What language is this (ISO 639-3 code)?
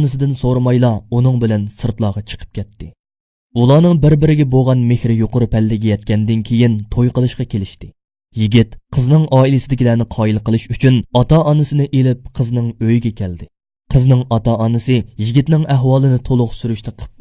uig